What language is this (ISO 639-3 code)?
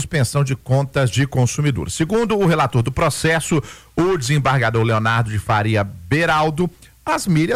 por